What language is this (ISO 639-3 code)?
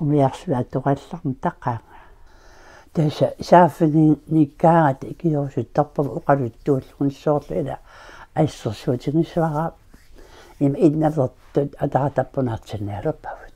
kal